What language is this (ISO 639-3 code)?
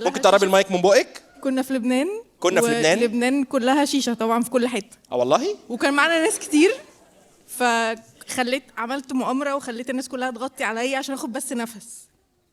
arz